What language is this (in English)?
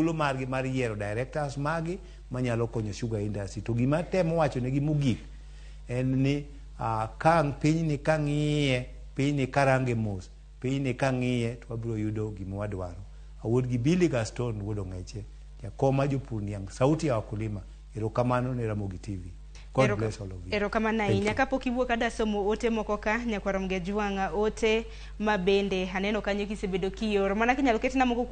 Luo (Kenya and Tanzania)